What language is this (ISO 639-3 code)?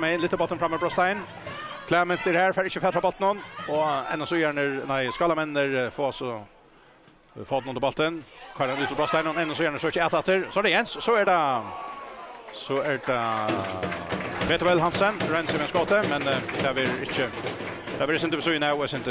fao